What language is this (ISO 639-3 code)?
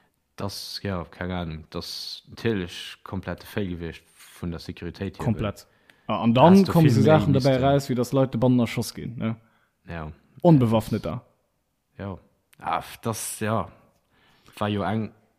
ltz